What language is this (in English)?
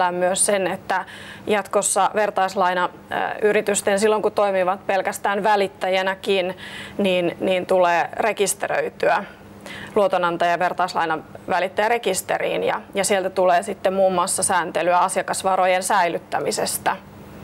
Finnish